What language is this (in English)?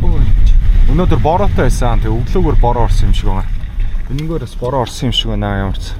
Mongolian